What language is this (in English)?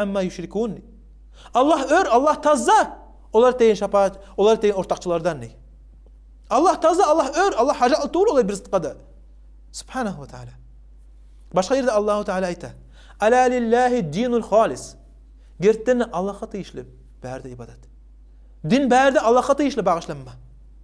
Kumyk